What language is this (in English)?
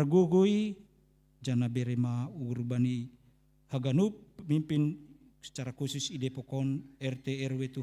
Batak Simalungun